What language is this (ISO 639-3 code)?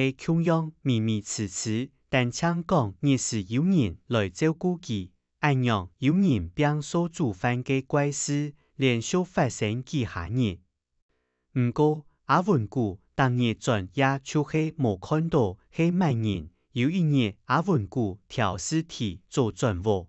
hak